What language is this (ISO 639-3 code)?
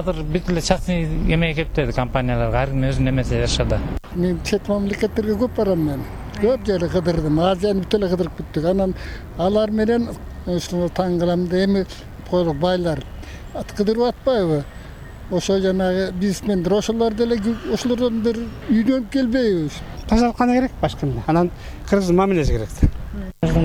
kir